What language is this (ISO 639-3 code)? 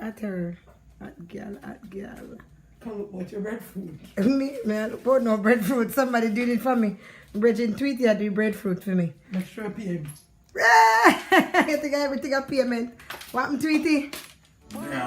jam